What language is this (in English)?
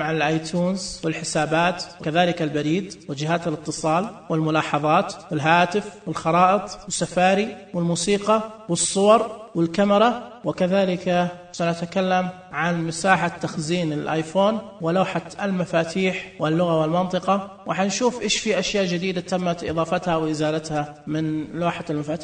Najdi Arabic